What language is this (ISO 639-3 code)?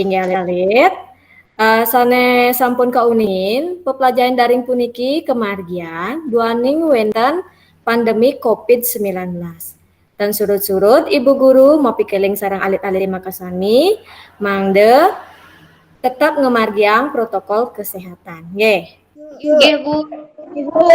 ban